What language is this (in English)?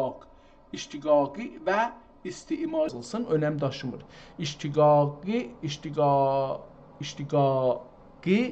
South Azerbaijani